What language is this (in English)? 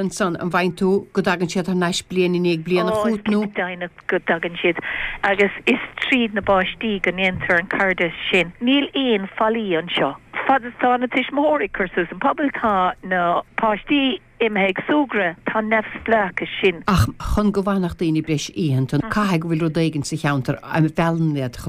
Irish